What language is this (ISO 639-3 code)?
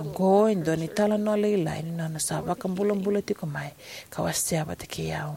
fij